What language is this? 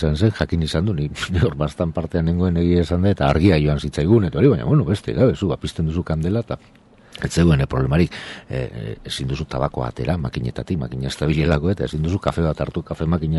Basque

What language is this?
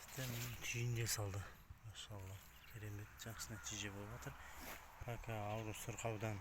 Kazakh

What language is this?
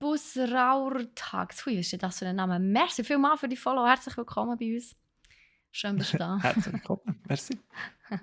Swiss German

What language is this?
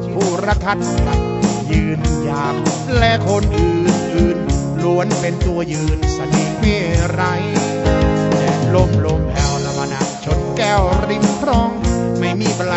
Thai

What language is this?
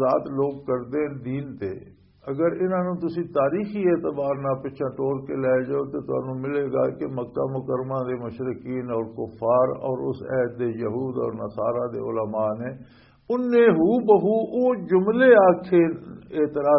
Western Panjabi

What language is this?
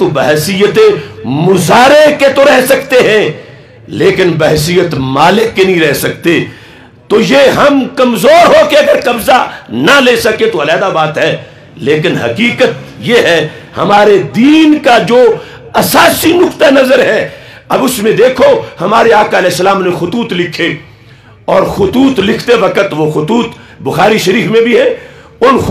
Urdu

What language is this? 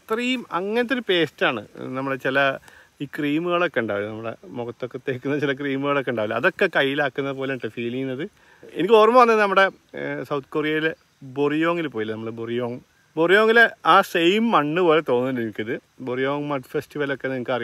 Malayalam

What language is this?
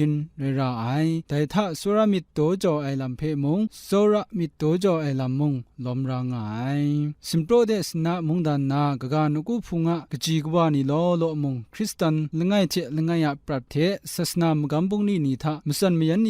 Kachin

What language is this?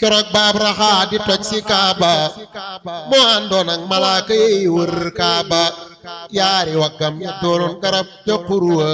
Wolof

